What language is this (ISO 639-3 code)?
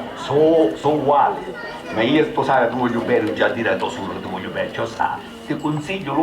scn